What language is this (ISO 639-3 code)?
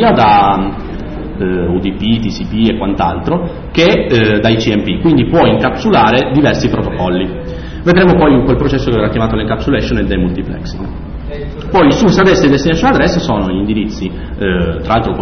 ita